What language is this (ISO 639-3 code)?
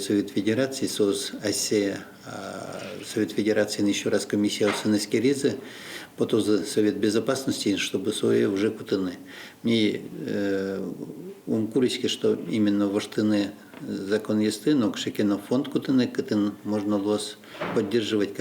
udm